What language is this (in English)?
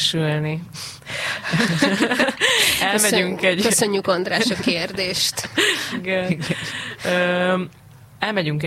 Hungarian